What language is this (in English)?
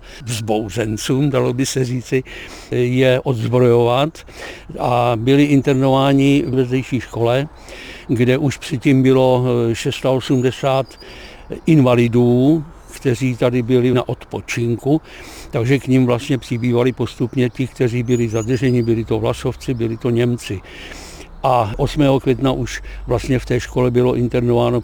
Czech